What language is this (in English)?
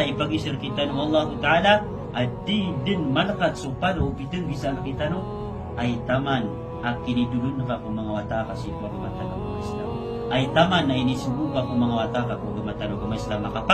Maranao